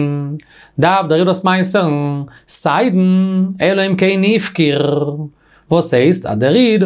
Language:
Yiddish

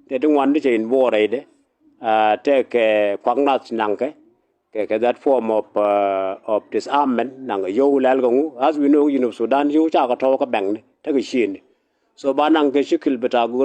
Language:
Nuer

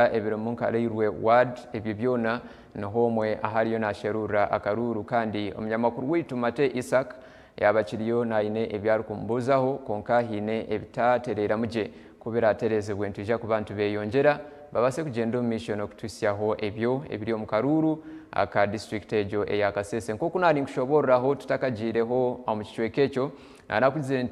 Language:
Nyankole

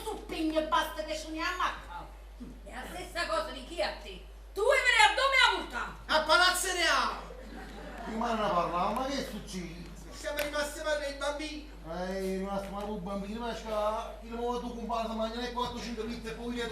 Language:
Neapolitan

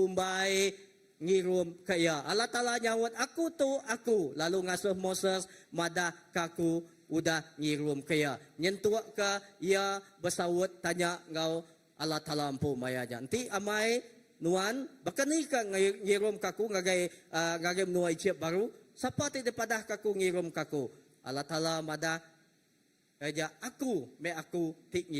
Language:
Iban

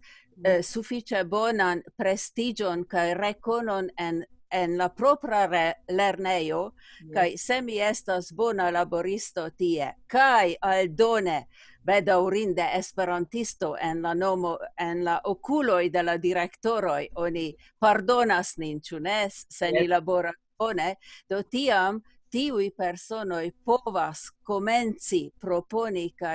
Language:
Esperanto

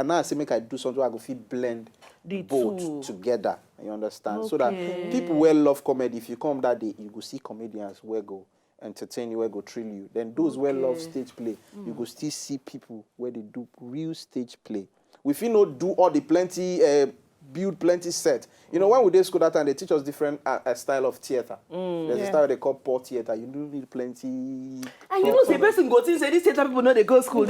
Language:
Nigerian Pidgin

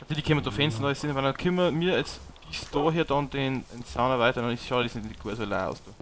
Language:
Bavarian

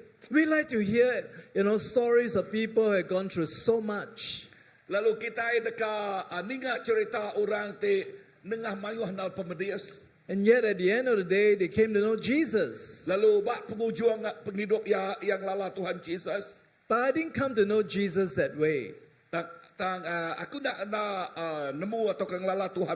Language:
Iban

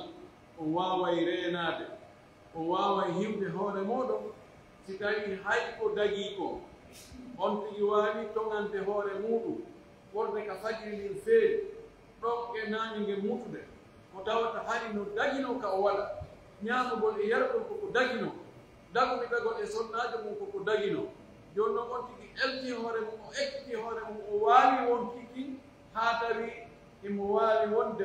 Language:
Pular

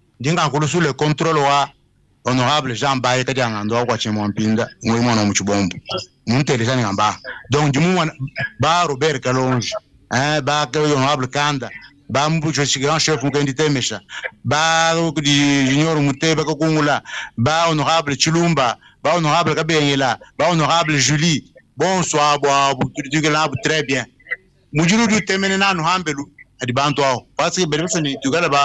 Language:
Luba-Lulua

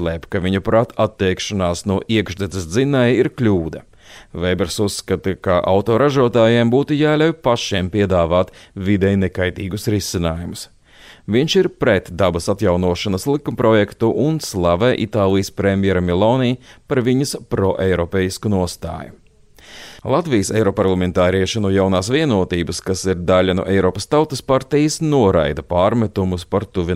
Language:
Latvian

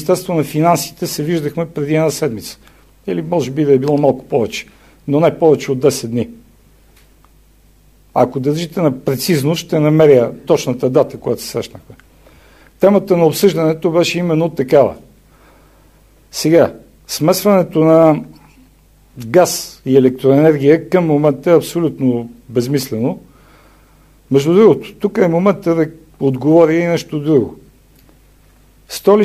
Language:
Bulgarian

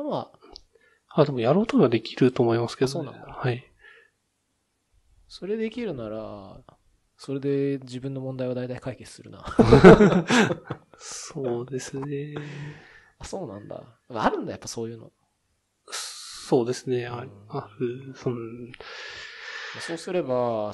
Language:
Japanese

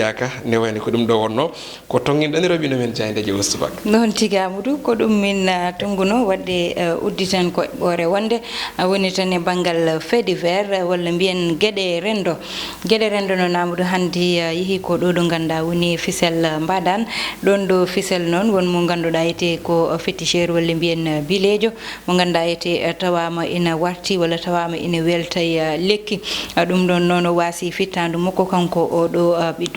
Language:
Fula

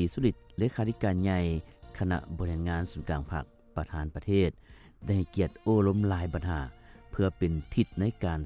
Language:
Lao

